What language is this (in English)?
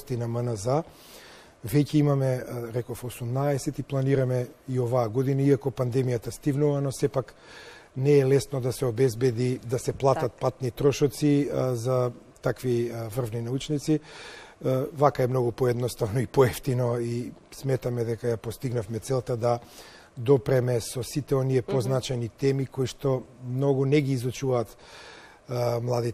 Macedonian